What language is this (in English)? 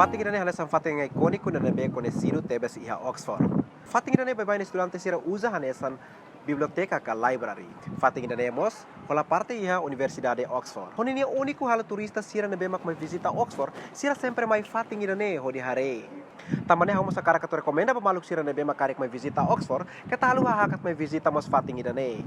Tetum